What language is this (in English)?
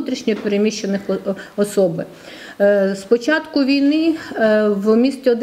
Ukrainian